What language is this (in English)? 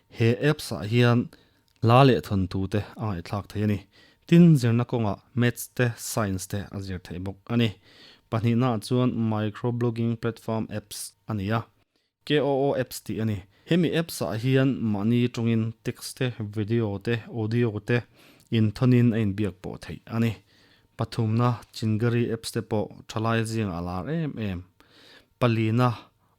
Mizo